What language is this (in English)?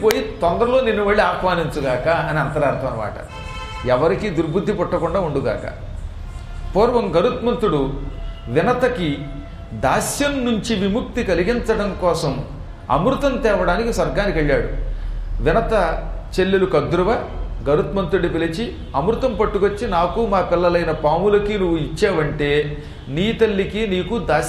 Telugu